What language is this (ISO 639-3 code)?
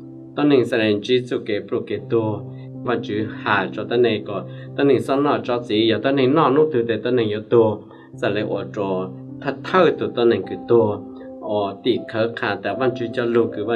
hmn